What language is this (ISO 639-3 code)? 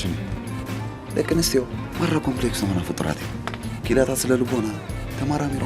tir